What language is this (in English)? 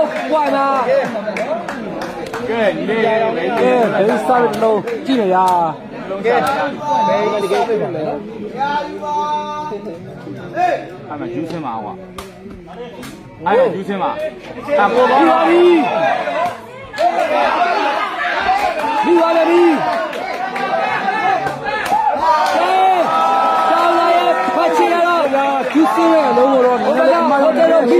Burmese